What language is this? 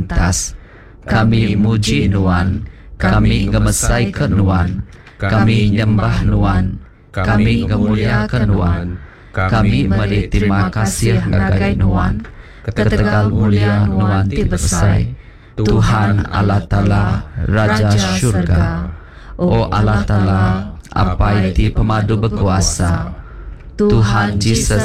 Iban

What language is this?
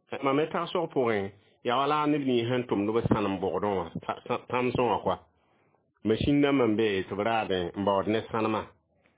Mossi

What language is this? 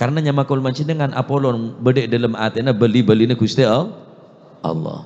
Madurese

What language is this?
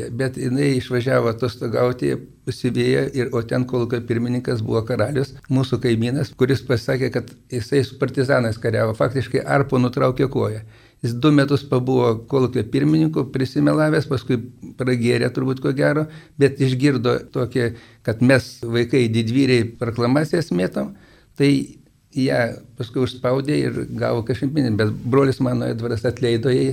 Lithuanian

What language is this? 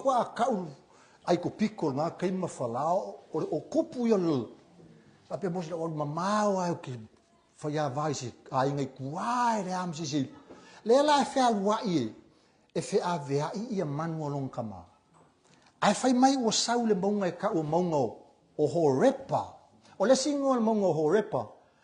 Samoan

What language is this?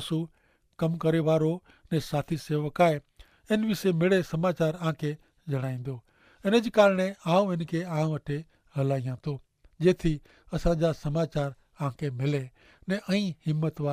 Kachhi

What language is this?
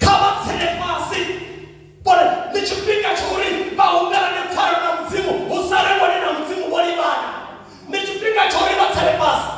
Venda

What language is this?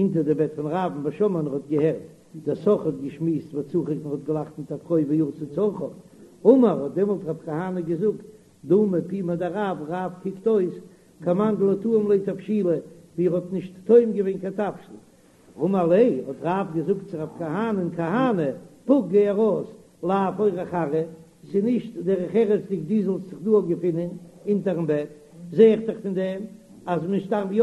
Yiddish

